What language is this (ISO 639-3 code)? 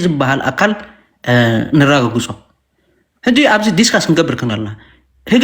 tir